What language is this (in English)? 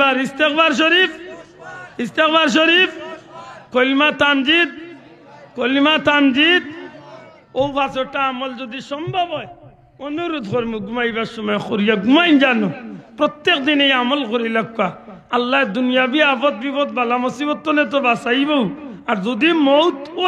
Sylheti